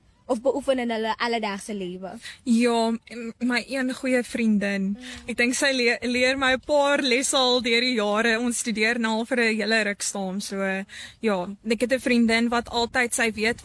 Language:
Afrikaans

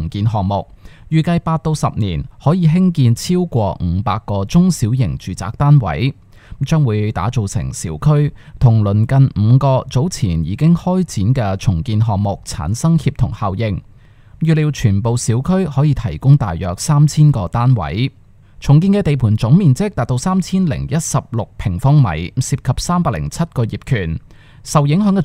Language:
Cantonese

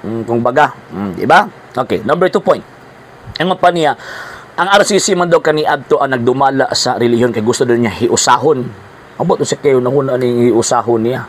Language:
Cebuano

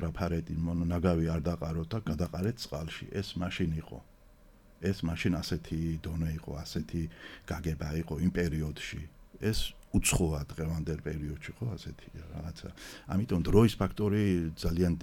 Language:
Georgian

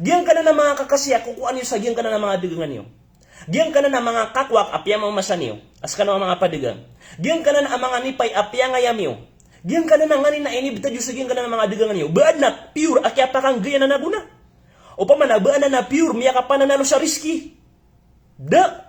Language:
Maranao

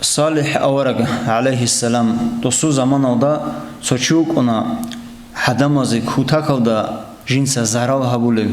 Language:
Avaric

